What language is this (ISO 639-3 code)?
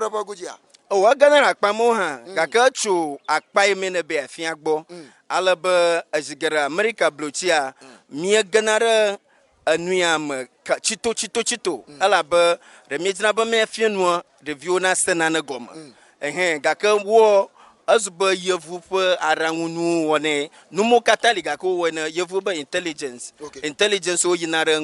ewe